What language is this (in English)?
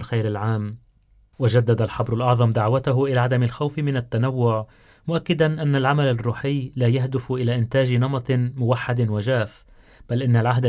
Arabic